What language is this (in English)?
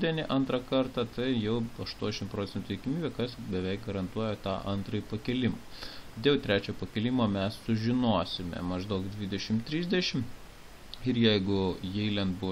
Lithuanian